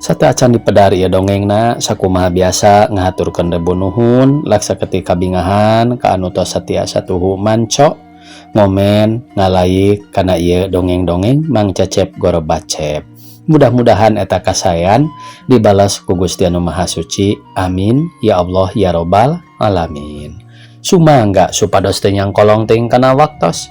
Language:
Sundanese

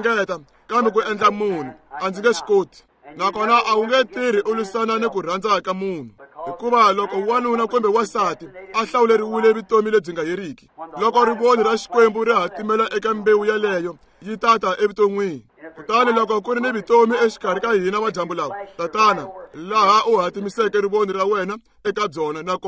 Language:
Tsonga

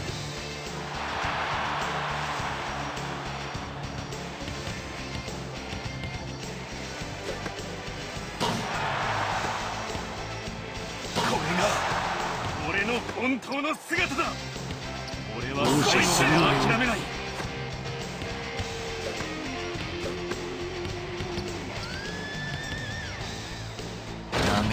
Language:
Japanese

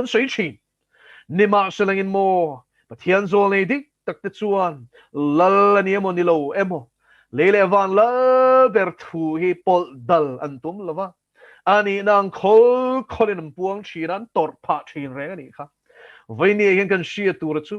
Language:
Mizo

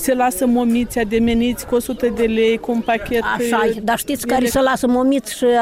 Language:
Romanian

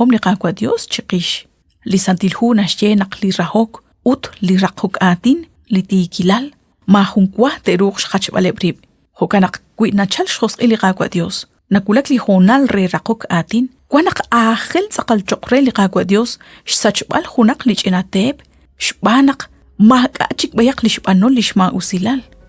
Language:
Kekchí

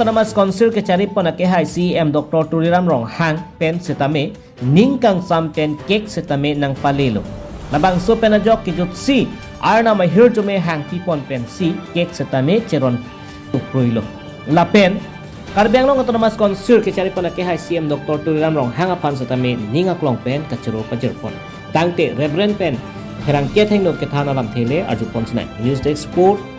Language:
Karbi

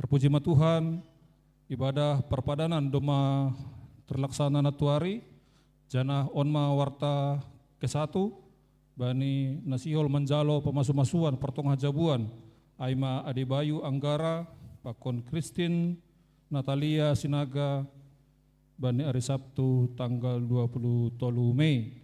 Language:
Batak Simalungun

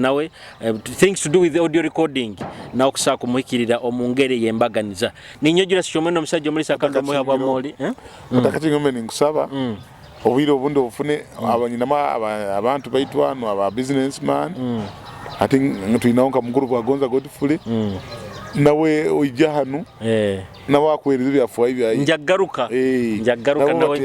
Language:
Nyoro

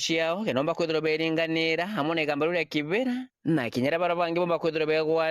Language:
Meru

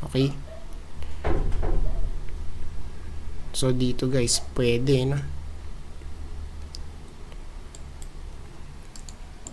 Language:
Filipino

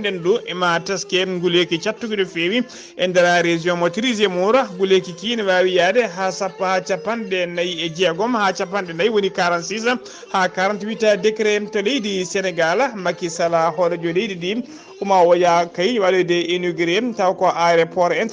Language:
Fula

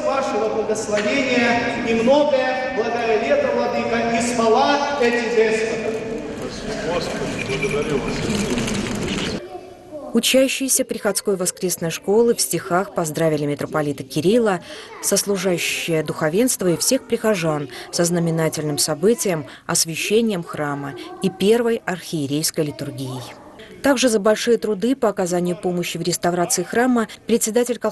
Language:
Russian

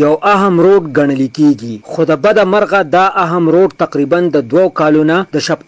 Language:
Pashto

